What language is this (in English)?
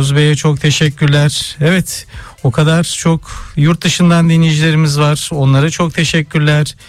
Turkish